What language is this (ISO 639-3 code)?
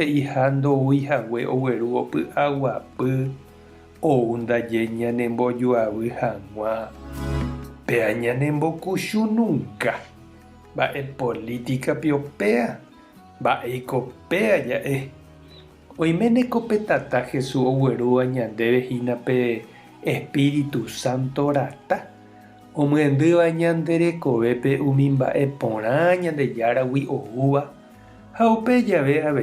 grn